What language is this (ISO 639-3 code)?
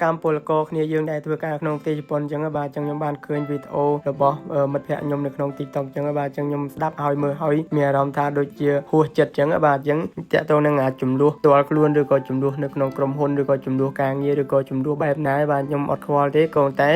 khm